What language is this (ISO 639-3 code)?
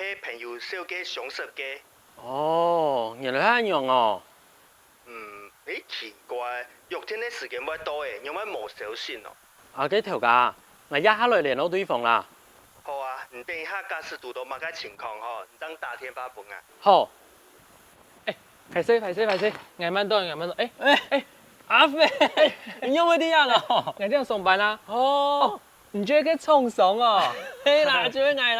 hak